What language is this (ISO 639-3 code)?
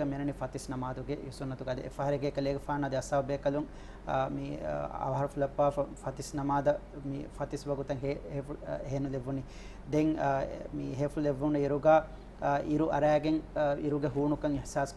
div